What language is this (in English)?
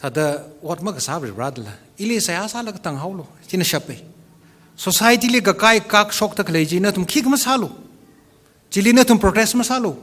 Tangkhul Naga (India)